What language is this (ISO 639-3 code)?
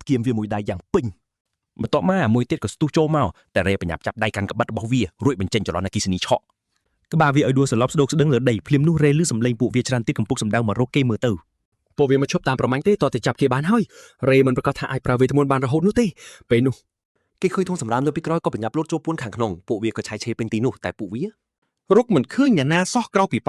khm